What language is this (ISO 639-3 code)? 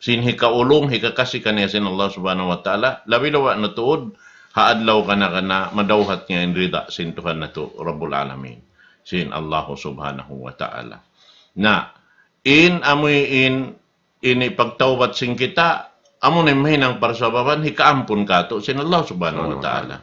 tsg